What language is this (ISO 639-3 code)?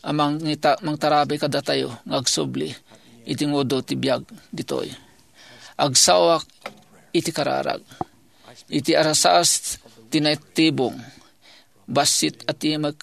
ilo